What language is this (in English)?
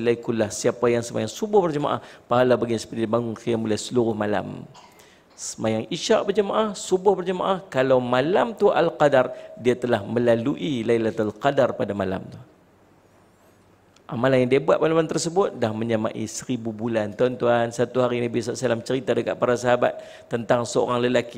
Malay